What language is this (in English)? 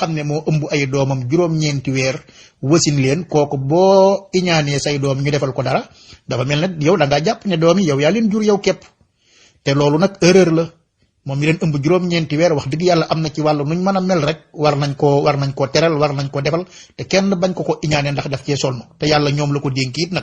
Wolof